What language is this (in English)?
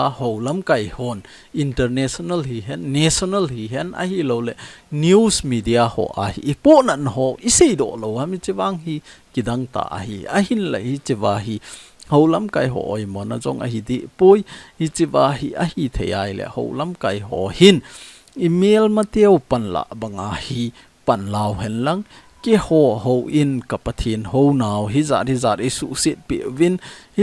Thado Chin